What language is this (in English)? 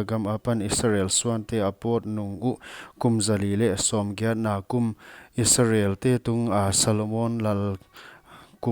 Paite Chin